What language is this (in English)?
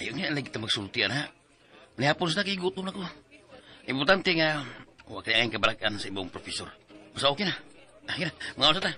Cebuano